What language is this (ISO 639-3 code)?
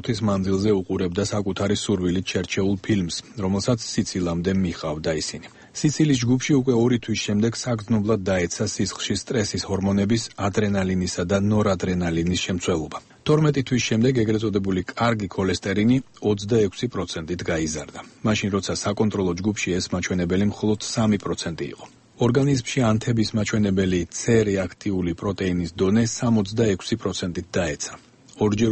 kat